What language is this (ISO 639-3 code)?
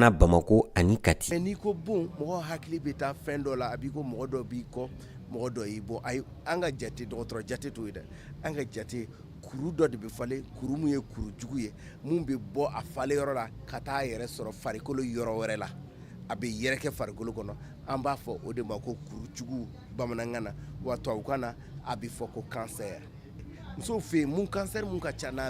bam